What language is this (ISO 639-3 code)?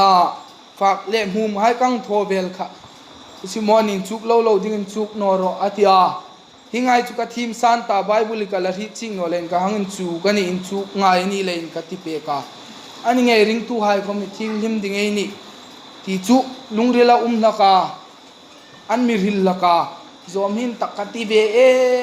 hmr